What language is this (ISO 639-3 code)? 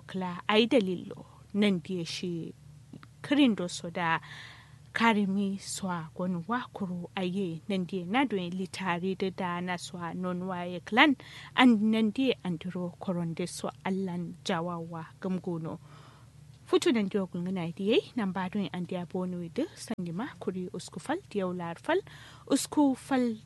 kau